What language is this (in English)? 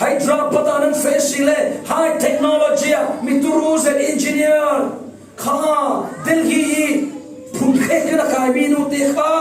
Falam Chin